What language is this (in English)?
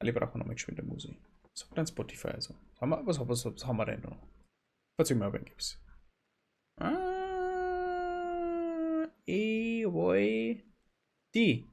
Bavarian